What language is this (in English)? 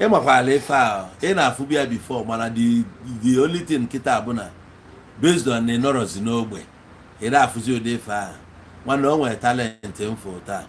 Igbo